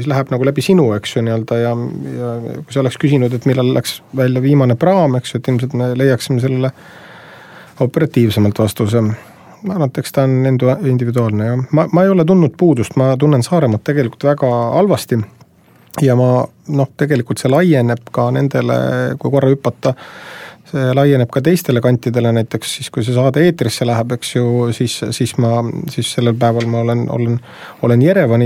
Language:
Estonian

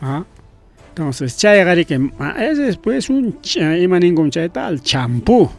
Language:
Ayacucho Quechua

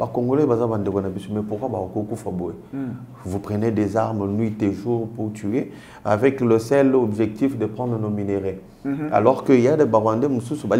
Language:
French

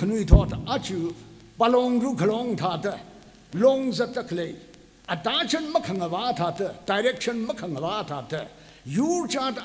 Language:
Tangkhul Naga (India)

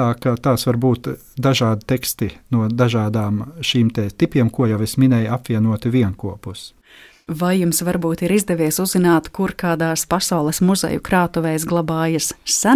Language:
Latvian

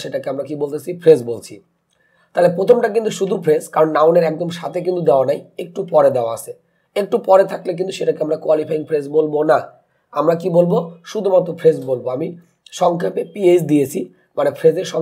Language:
Bangla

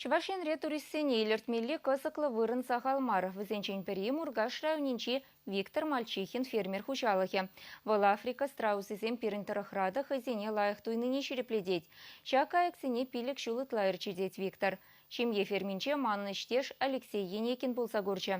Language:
Chuvash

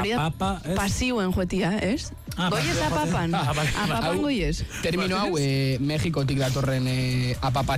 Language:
Basque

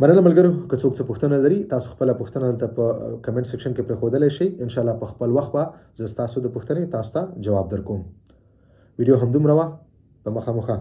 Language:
Pashto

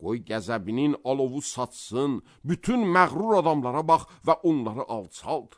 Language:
Azerbaijani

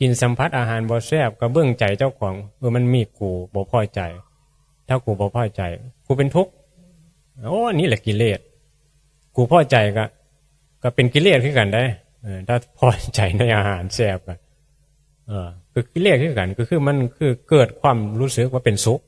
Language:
Northeastern Thai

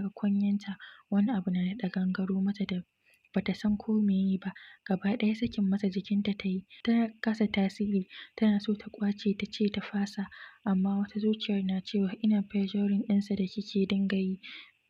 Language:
Hausa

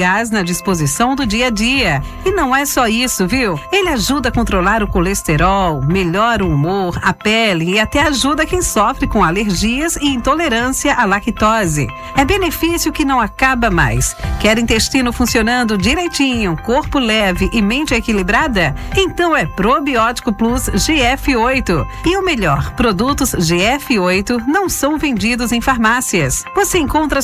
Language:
Portuguese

